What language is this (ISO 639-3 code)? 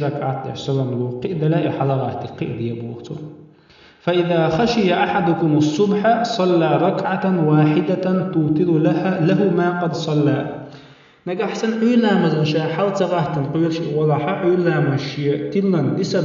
che